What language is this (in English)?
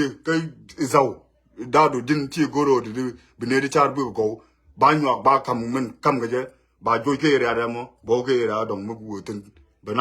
Nuer